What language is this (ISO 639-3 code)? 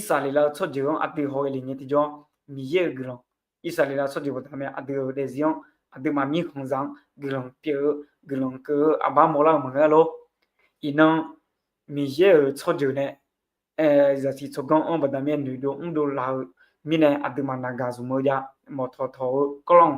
ahk